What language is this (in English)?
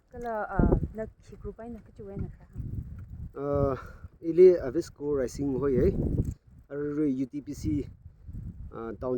Tangkhul Naga (India)